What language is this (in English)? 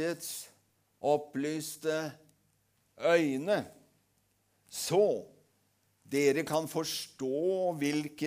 Norwegian